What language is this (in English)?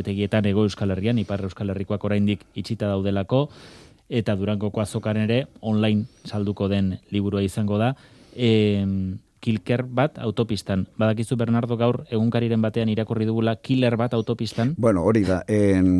Basque